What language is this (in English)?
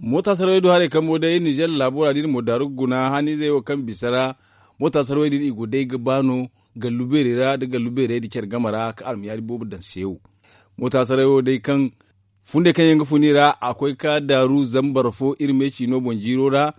Zarma